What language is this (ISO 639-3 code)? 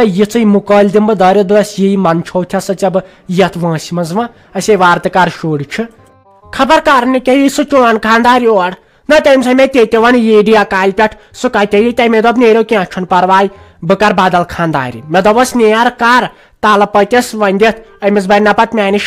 kas